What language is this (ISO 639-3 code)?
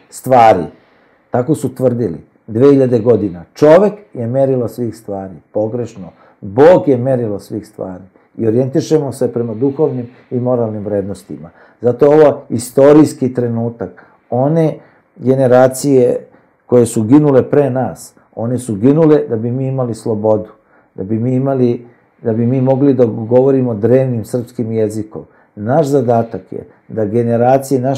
srp